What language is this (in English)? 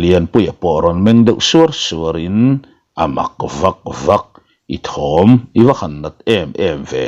Mizo